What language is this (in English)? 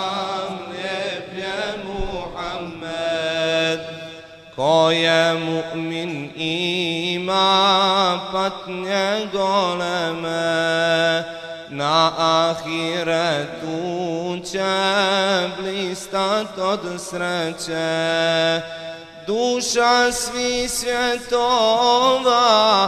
Bosnian